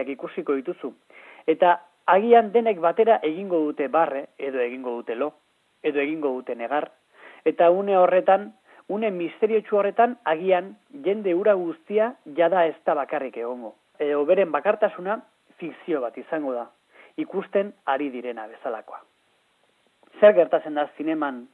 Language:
Basque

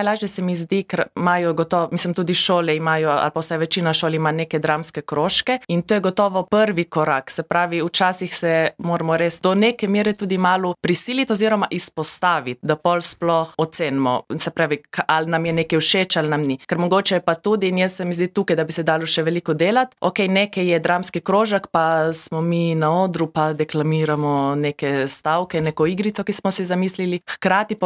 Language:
Slovenian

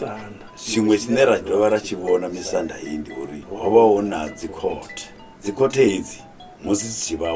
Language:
Venda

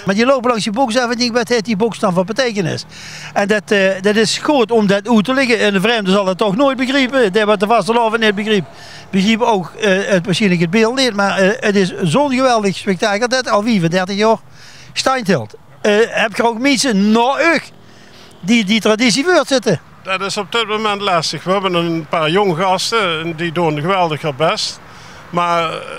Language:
Limburgish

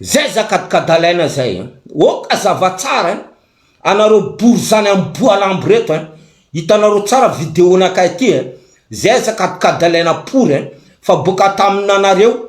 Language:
Malagasy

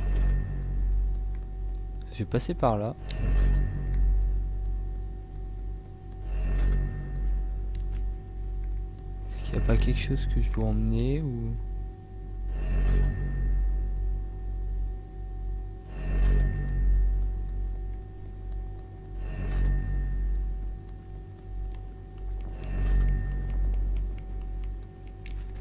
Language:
French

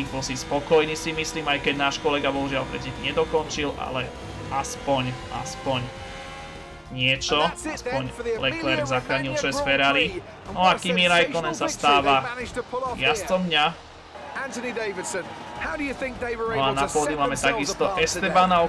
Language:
Slovak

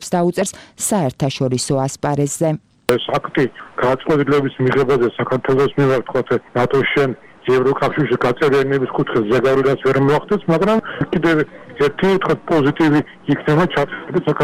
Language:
Georgian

